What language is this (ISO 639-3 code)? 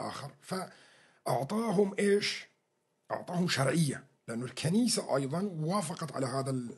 apc